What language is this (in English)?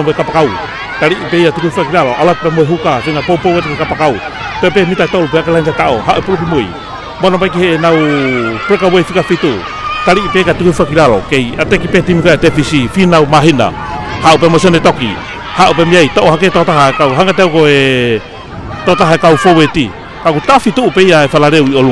Tongan